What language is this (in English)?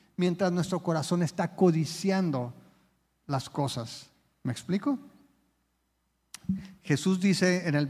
Spanish